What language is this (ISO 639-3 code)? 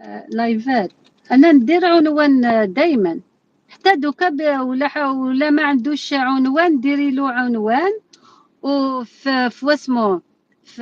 arq